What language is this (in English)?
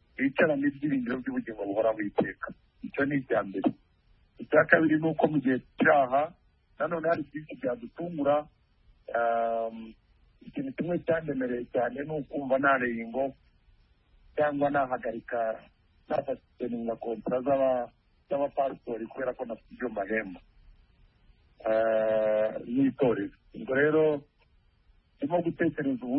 Kinyarwanda